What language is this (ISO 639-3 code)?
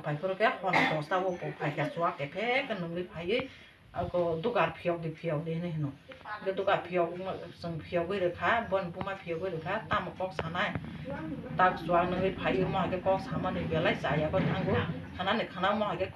trp